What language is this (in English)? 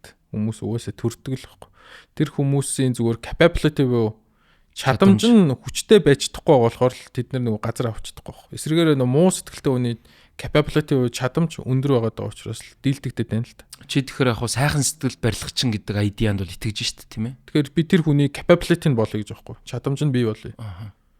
Mongolian